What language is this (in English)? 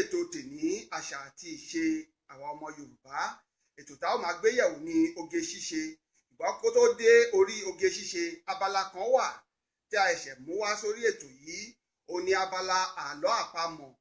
Yoruba